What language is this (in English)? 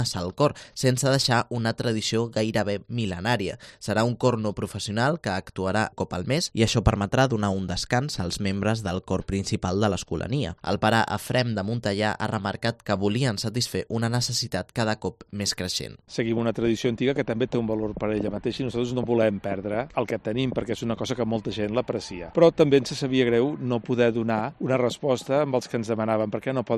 Catalan